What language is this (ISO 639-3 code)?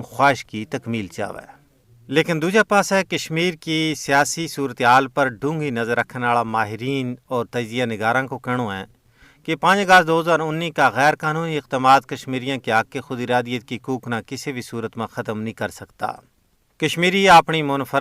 gju